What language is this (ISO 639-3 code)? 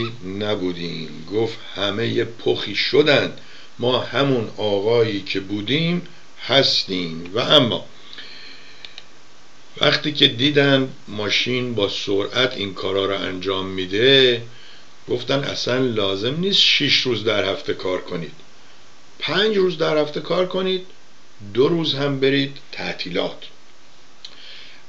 fas